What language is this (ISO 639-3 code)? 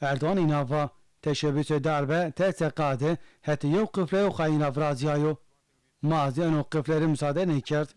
zza